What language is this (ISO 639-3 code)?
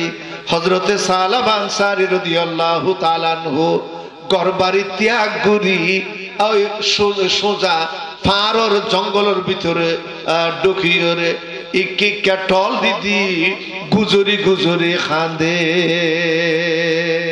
rhg